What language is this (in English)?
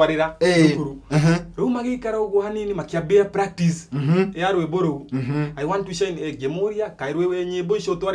Kikuyu